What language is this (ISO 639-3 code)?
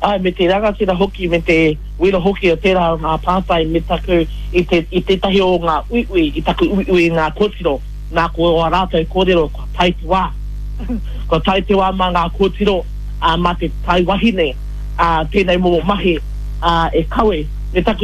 mri